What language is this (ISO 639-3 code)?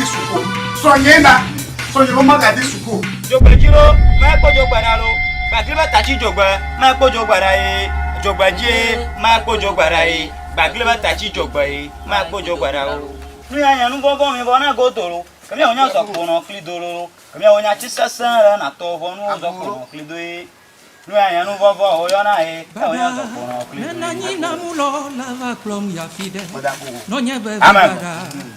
ewe